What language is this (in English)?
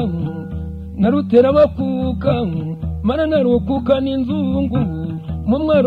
Kinyarwanda